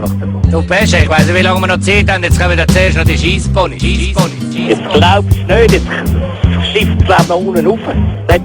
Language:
Swiss German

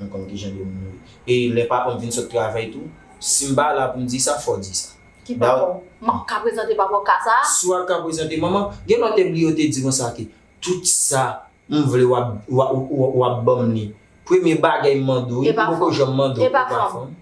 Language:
Haitian Creole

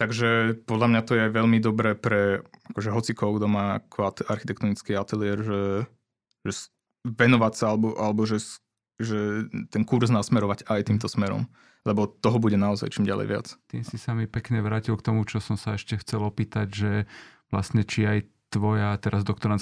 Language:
Slovak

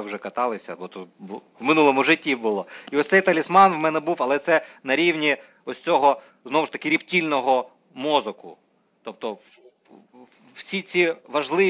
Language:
Ukrainian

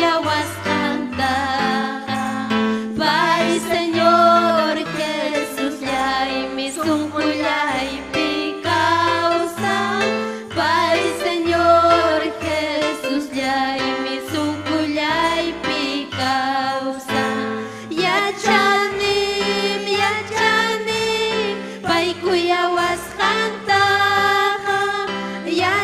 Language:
Ayacucho Quechua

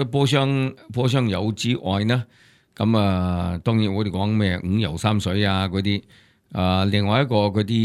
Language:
Cantonese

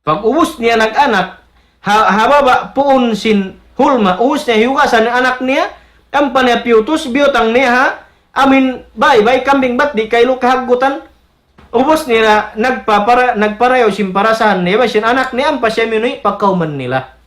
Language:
Tausug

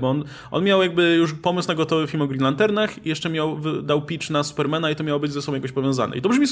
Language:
Polish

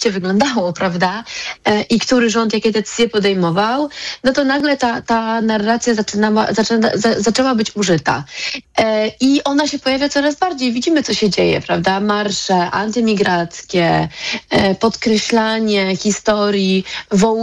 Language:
Polish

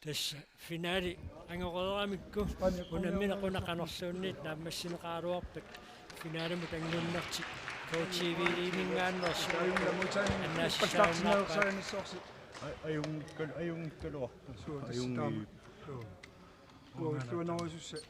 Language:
Kalaallisut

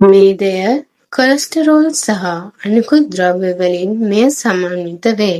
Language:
Sinhala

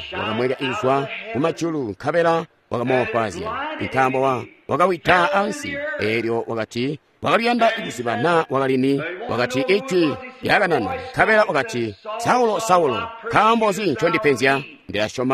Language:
Tonga (Zambia)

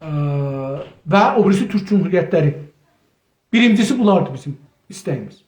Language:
South Azerbaijani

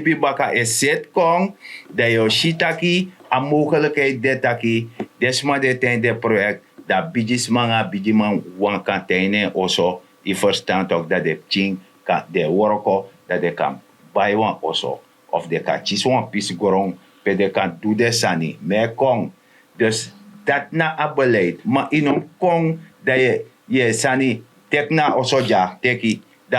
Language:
Sranan Tongo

